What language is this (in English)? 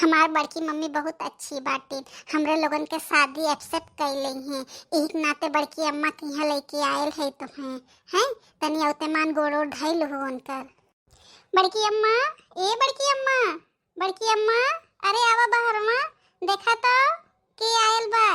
Bhojpuri